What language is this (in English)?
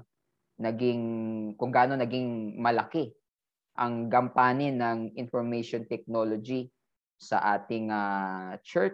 Filipino